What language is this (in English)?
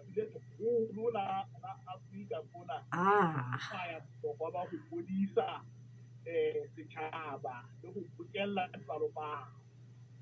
Southern Sotho